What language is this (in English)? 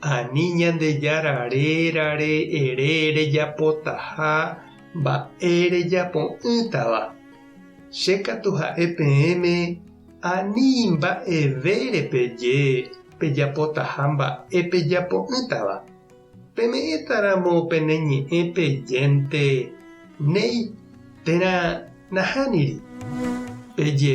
Guarani